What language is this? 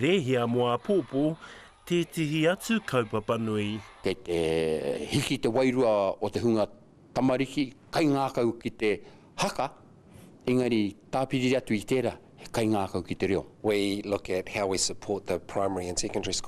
Māori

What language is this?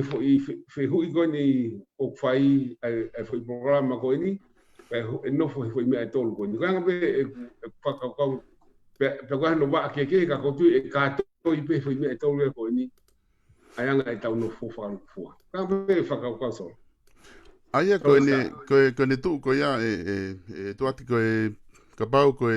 Tongan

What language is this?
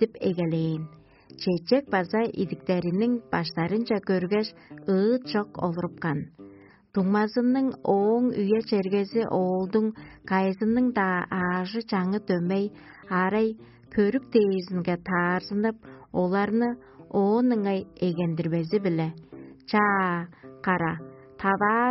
Tuvinian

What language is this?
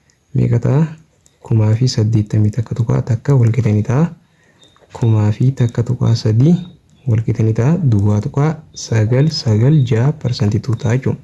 Oromo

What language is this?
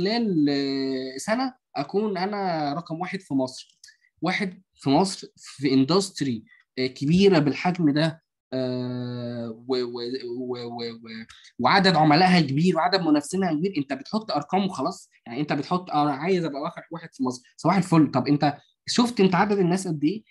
Egyptian Arabic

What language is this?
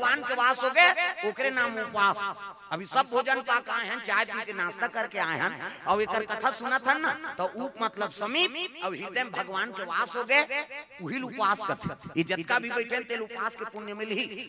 Chhattisgarhi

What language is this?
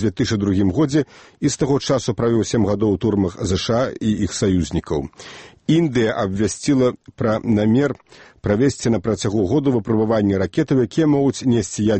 Belarusian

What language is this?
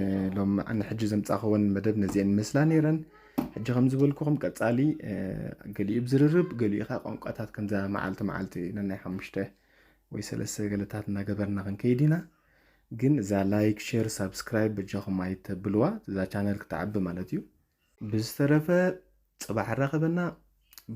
Tigrinya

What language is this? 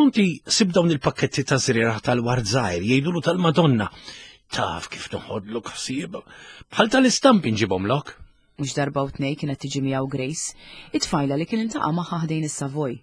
Maltese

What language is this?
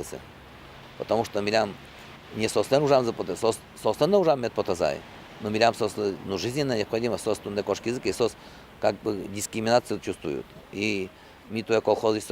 Udmurt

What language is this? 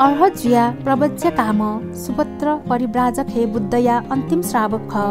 Newari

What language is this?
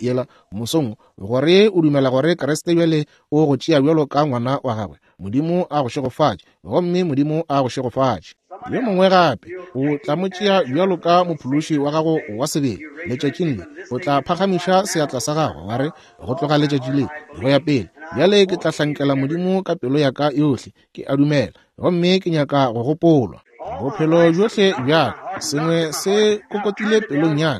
Northern Sotho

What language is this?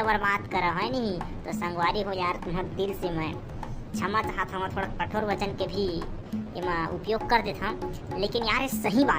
Chhattisgarhi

